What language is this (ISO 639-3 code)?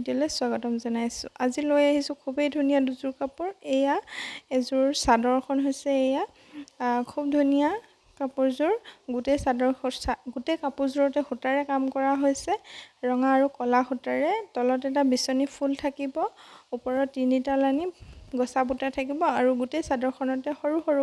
asm